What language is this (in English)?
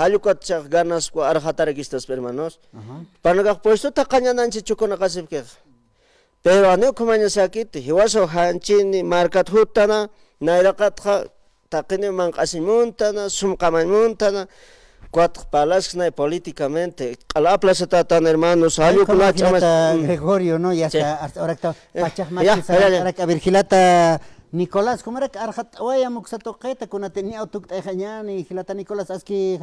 Aymara